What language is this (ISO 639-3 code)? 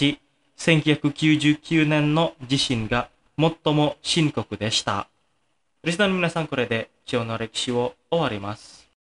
jpn